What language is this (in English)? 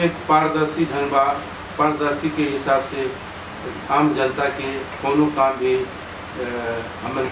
Bhojpuri